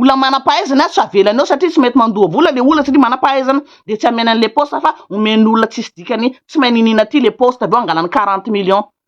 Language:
Malagasy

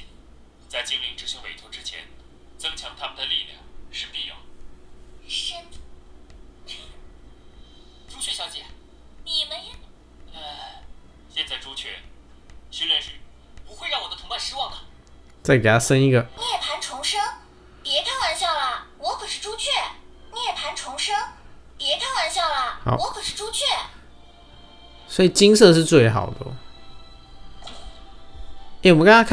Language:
Chinese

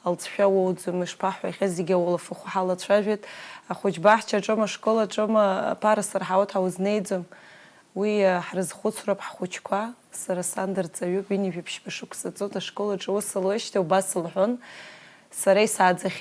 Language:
Abkhazian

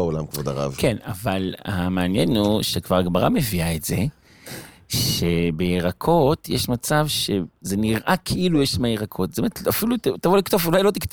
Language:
Hebrew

